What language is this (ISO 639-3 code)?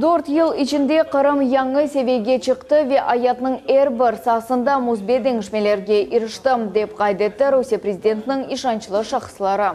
crh